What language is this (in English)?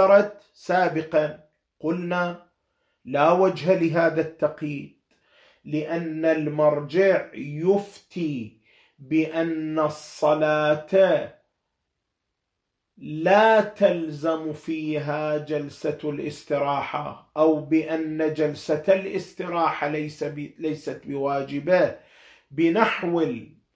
Arabic